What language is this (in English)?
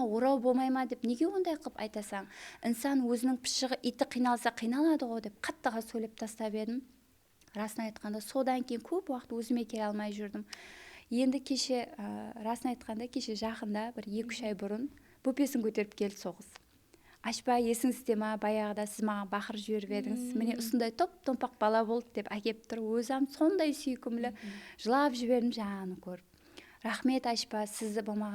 Kara-Kalpak